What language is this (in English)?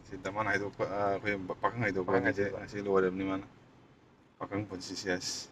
Manipuri